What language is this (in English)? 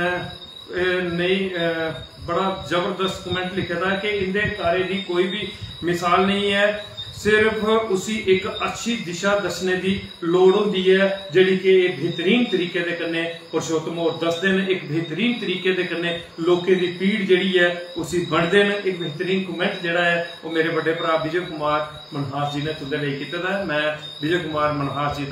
Dogri